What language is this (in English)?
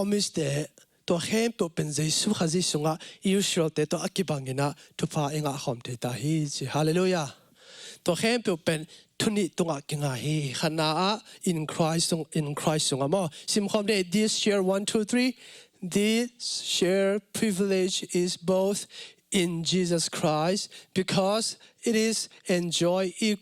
Tedim Chin